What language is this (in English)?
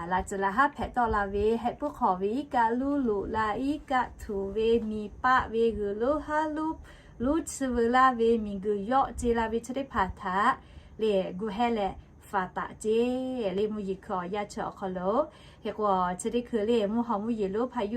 Lahu